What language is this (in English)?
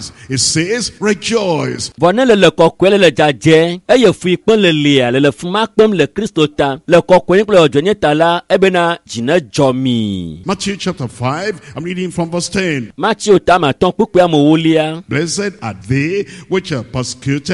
Ewe